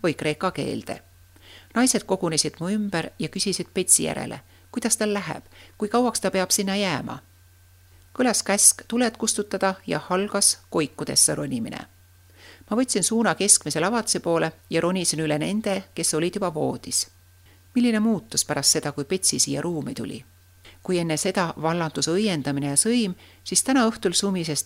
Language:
Estonian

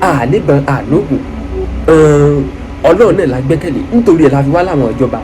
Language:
Yoruba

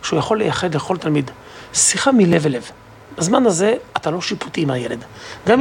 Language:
Hebrew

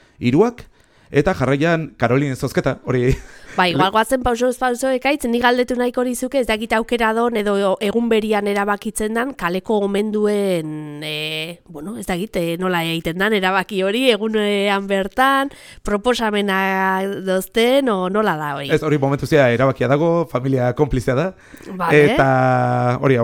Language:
Basque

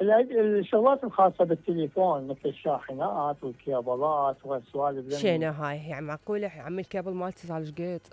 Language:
Mesopotamian Arabic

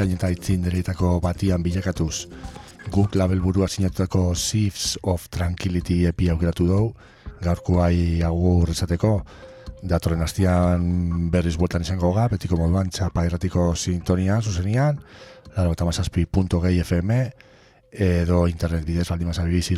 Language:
Basque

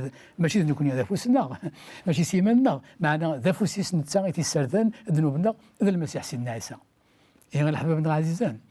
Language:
Kabyle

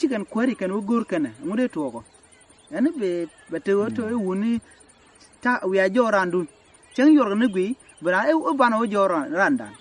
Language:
Nuer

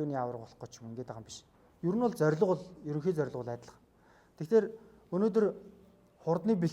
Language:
Mongolian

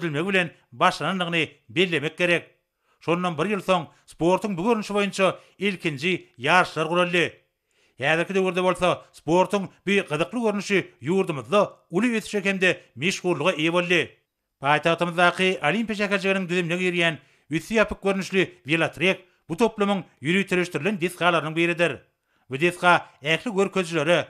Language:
Turkmen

